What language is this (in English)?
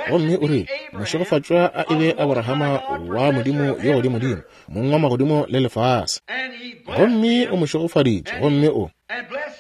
Northern Sotho